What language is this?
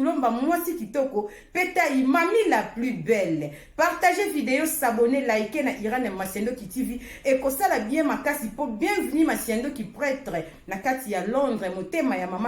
Lingala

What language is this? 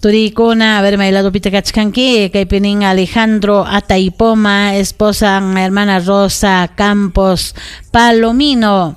Ayacucho Quechua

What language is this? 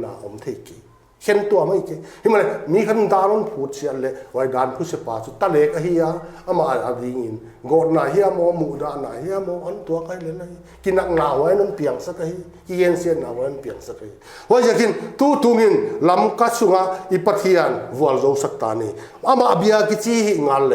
Paite Chin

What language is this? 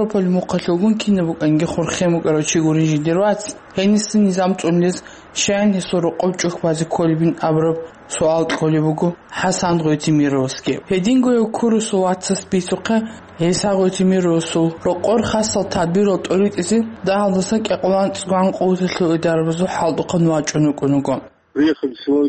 Avaric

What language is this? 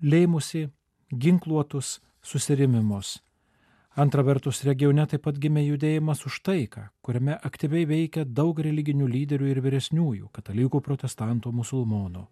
Lithuanian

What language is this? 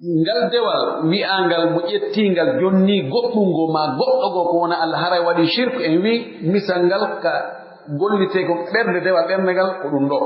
Pular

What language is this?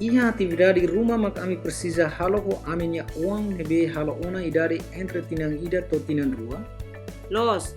Tetum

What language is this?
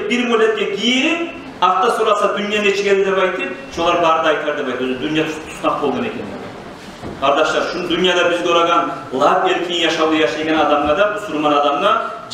Kumyk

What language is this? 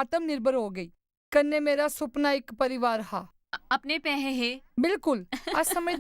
Dogri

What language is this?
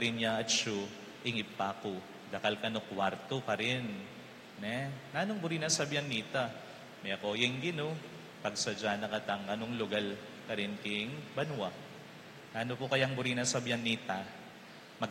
Pampanga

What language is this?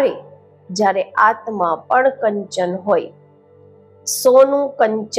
Gujarati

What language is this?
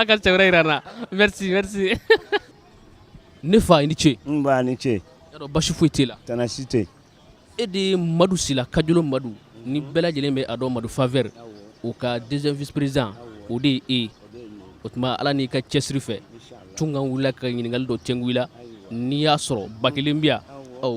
Bambara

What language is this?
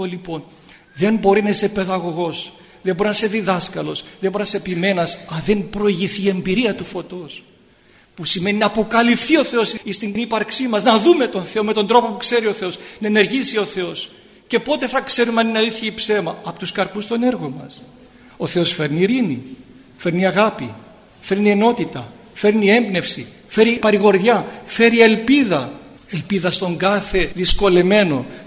Greek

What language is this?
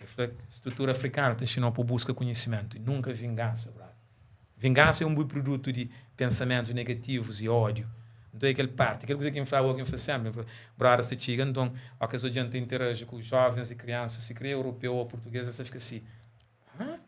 Kabuverdianu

